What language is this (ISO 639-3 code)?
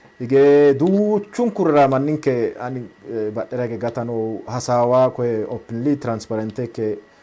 sid